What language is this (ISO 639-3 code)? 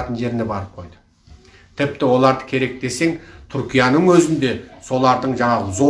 kaz